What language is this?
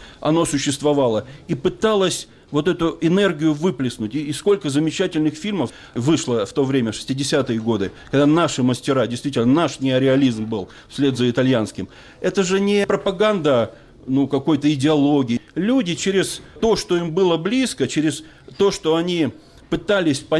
Russian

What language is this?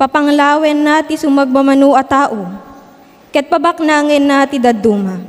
Iloko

